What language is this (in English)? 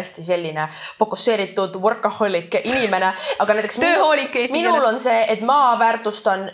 Estonian